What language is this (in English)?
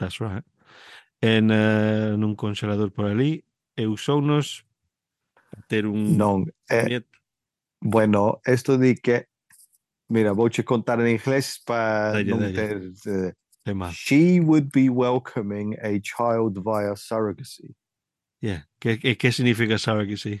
Galician